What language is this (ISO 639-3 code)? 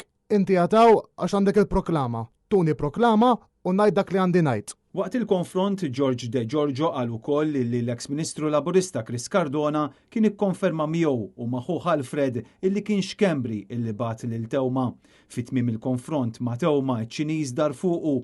mlt